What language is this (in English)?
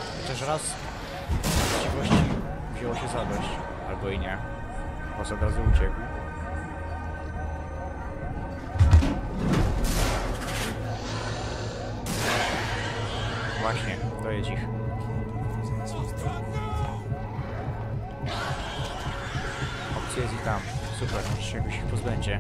Polish